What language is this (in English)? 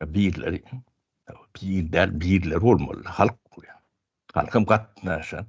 Turkmen